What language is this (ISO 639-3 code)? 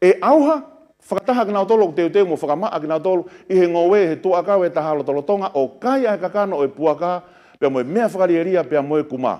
ton